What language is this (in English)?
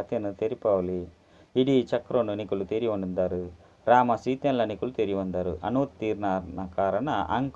Tulu